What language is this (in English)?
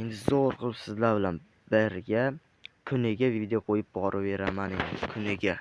Uzbek